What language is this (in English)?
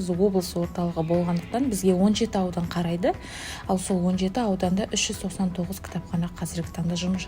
Kazakh